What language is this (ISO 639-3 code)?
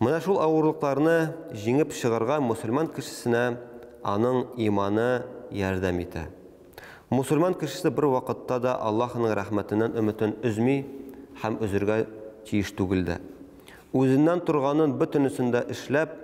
tat